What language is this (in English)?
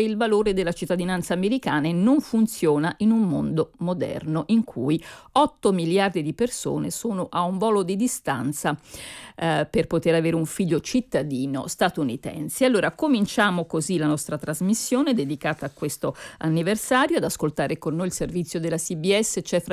Italian